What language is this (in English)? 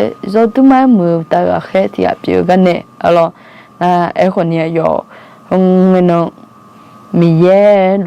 Akha